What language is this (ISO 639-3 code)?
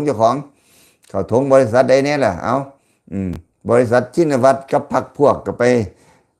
lao